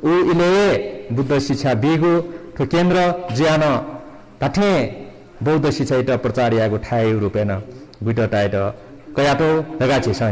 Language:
Newari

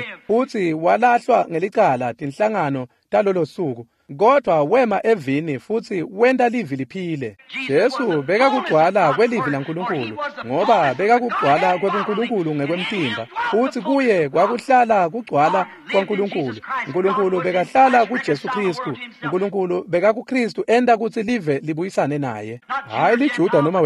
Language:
Swati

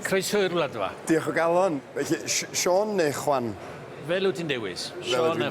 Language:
Welsh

